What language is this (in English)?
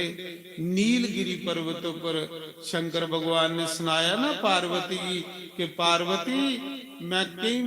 Dogri